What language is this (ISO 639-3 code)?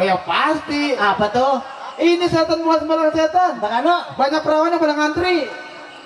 bew